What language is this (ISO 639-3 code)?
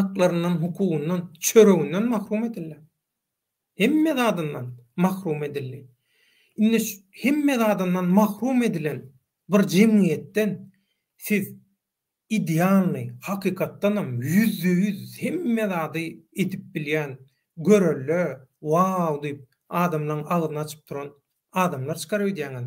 tuk